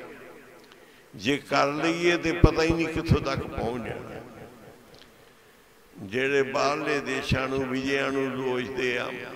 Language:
Punjabi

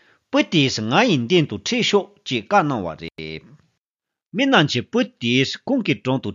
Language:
Tibetan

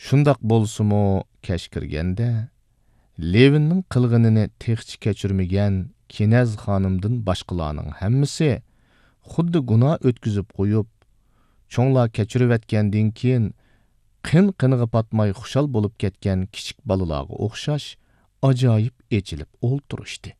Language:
Uyghur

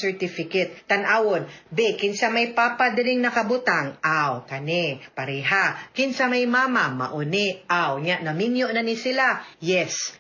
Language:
Cebuano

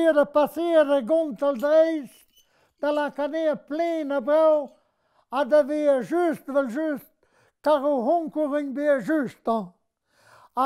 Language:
Breton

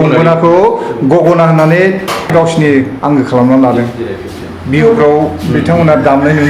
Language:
Bodo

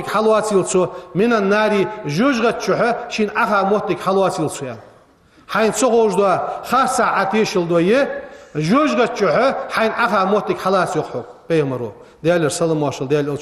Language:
Ingush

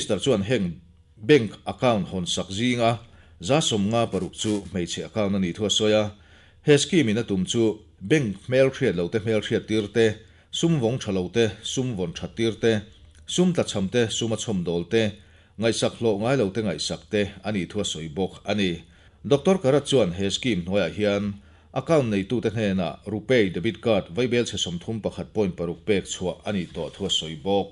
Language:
Mizo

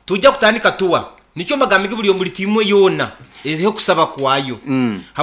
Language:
Nyoro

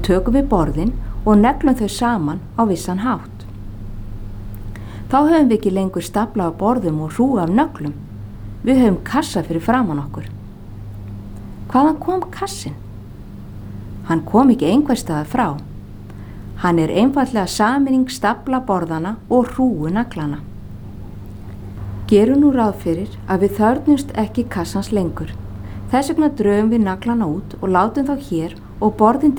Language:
Icelandic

